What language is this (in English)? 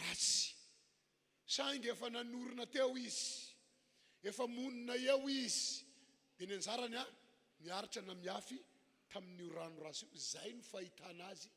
Malagasy